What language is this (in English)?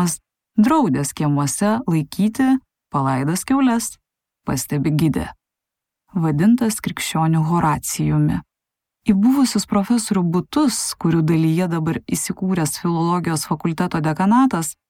Lithuanian